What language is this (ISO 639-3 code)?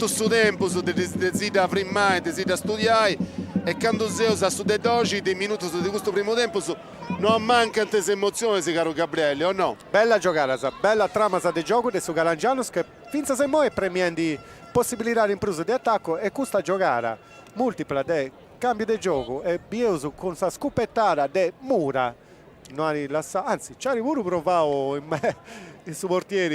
srd